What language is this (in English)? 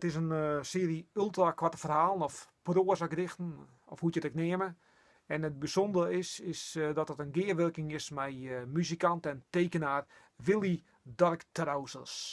Western Frisian